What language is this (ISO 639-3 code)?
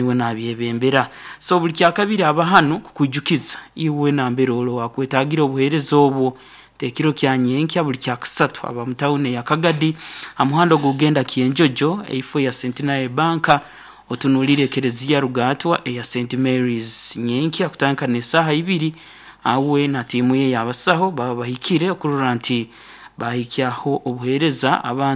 nyo